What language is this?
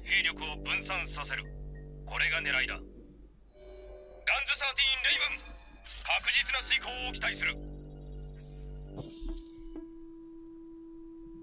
Japanese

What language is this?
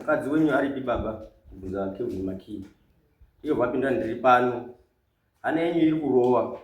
Shona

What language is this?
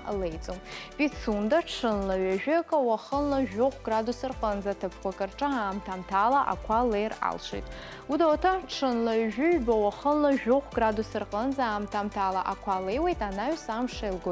Abkhazian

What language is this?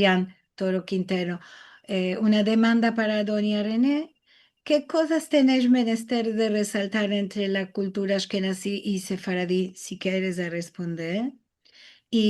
Ladino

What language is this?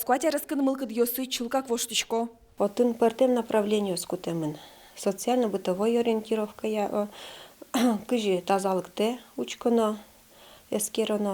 Udmurt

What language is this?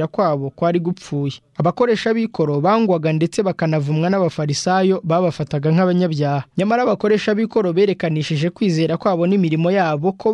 Kinyarwanda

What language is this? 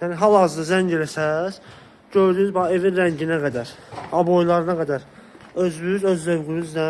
Azerbaijani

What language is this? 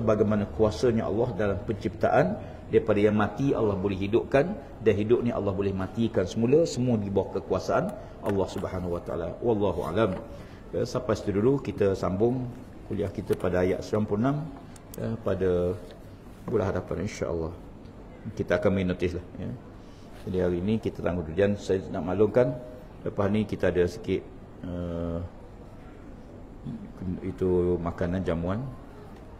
Malay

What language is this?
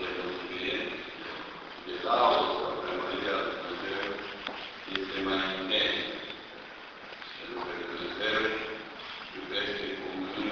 Romanian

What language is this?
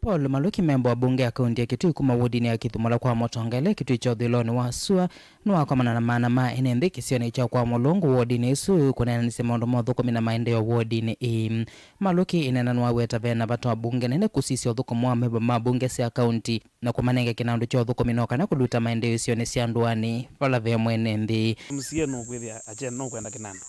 Kamba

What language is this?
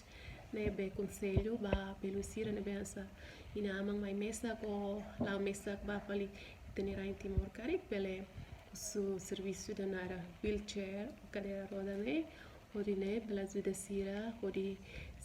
Tetum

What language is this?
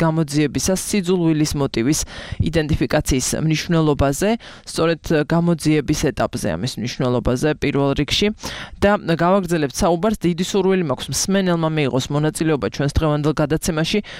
Georgian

